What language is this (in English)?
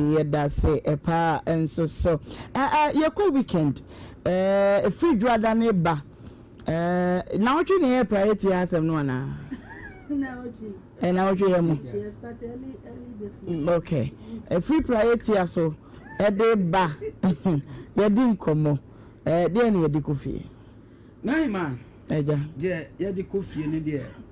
Akan